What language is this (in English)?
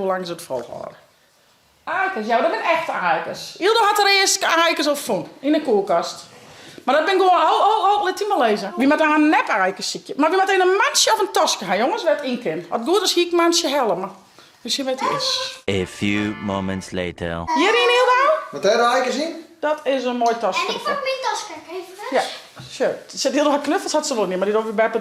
Western Frisian